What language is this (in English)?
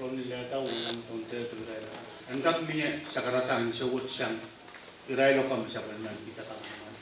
Pohnpeian